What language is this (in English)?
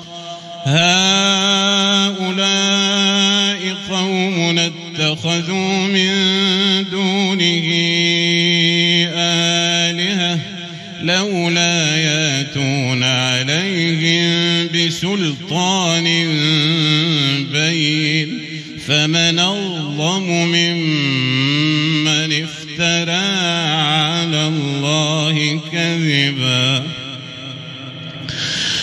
Arabic